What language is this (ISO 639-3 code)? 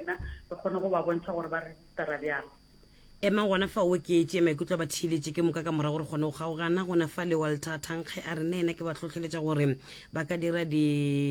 nso